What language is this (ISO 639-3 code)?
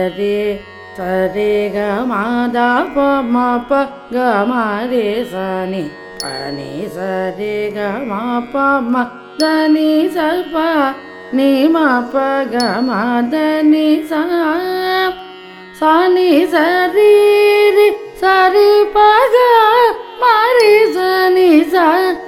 tam